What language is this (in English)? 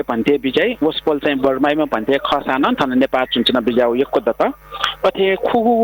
Newari